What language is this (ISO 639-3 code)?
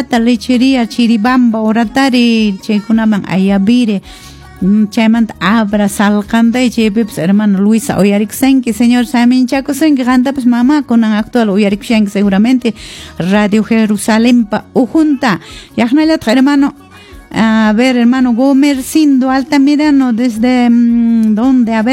que